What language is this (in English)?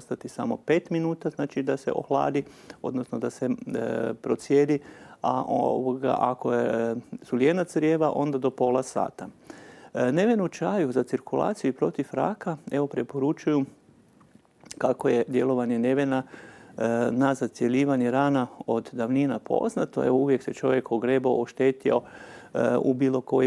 Croatian